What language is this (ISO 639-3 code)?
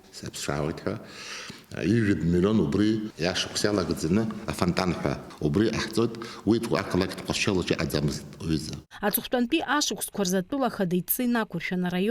abk